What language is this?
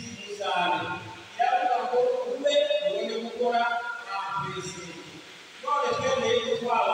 Kinyarwanda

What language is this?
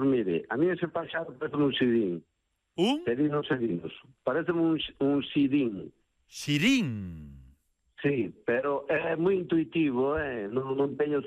Galician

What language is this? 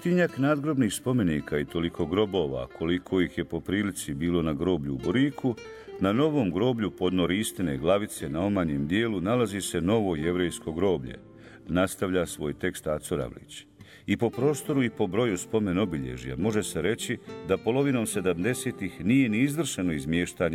Bosnian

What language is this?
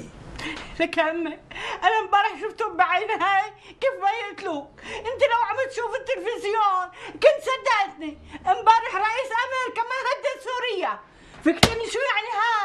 North Levantine Arabic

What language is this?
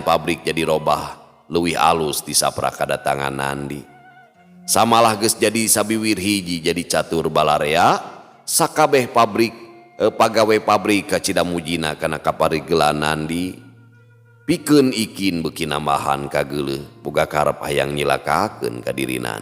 Sundanese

